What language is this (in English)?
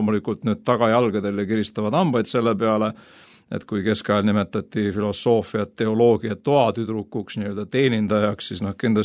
Estonian